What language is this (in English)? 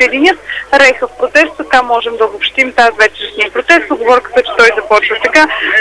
Bulgarian